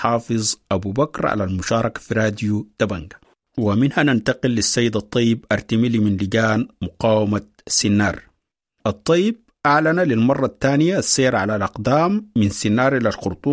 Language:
Sudanese Arabic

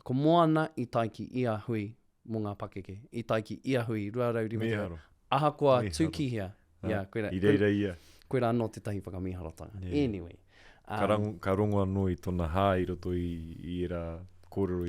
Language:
Māori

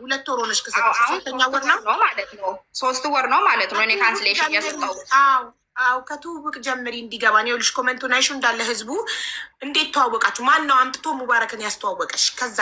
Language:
Amharic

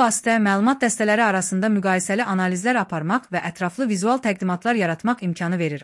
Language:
Azerbaijani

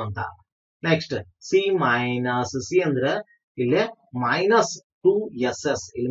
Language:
Kannada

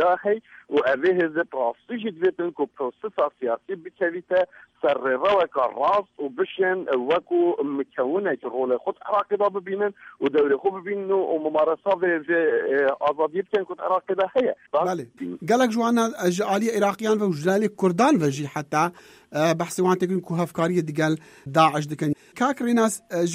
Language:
Kurdish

